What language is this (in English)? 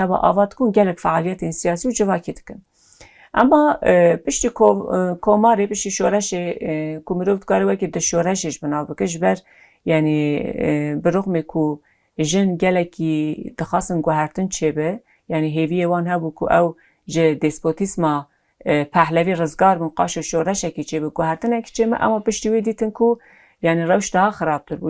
Kurdish